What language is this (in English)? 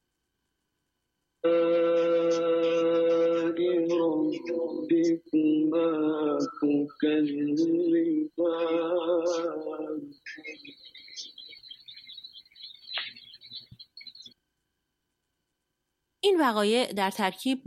Persian